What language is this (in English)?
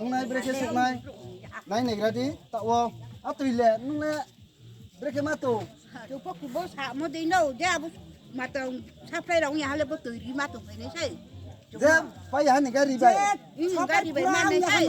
Riang (India)